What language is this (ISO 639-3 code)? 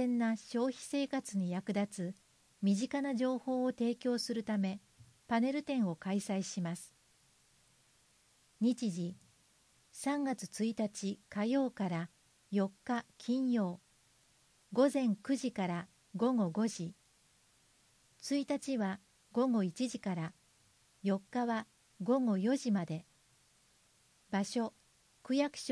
jpn